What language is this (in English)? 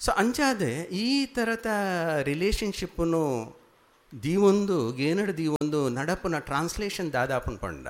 Tulu